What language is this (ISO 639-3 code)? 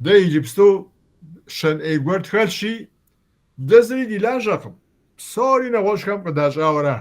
kbd